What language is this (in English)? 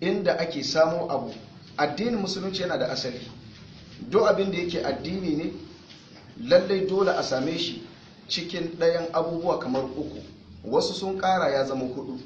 Hausa